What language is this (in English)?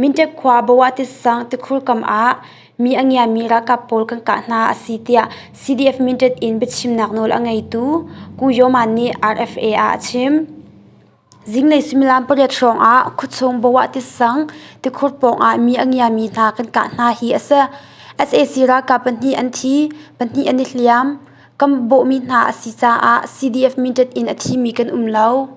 Hakha Chin